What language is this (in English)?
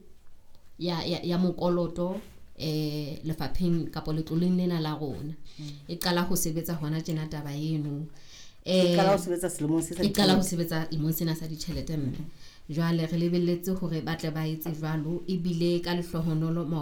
Southern Sotho